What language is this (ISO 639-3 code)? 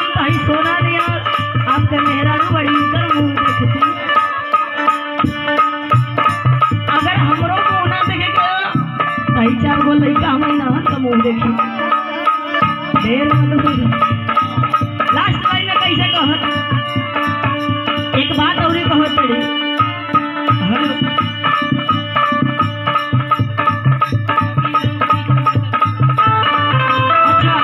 bho